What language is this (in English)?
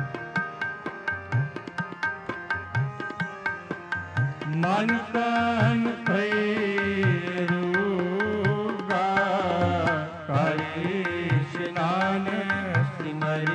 Punjabi